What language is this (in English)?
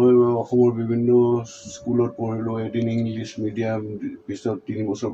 Assamese